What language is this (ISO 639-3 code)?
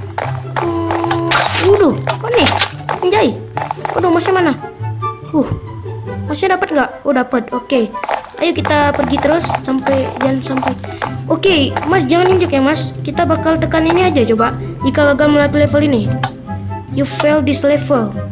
ind